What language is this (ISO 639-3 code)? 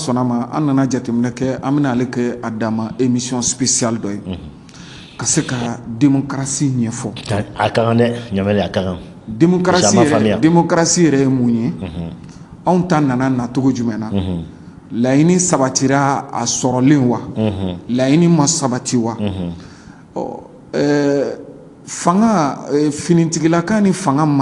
bam